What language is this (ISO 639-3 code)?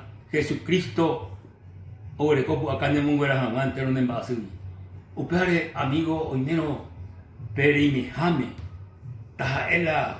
grn